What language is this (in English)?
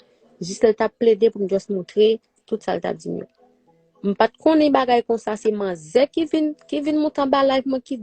Haitian Creole